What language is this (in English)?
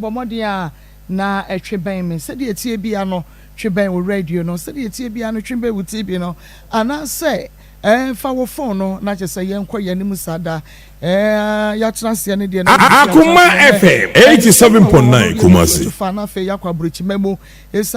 Akan